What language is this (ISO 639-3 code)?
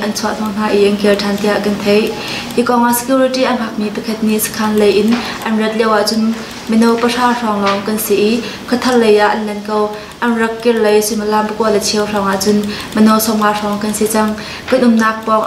cnh